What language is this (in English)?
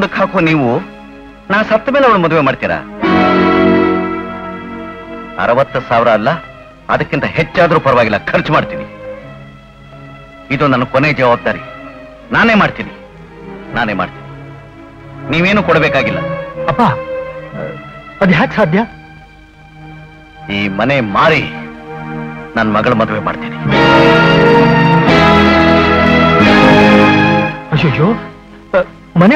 Kannada